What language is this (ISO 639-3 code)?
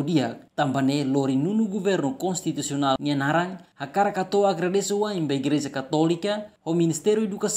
tet